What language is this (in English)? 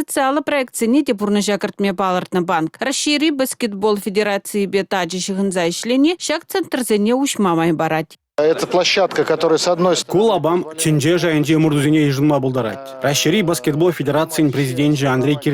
Chuvash